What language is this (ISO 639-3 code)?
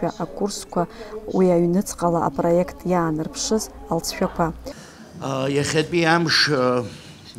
abk